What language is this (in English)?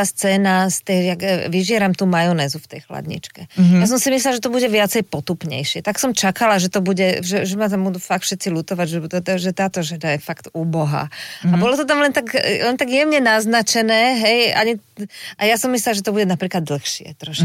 Slovak